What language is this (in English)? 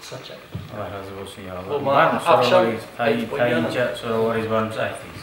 Kumyk